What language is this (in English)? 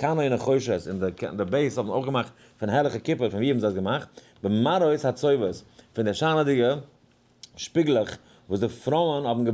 Yiddish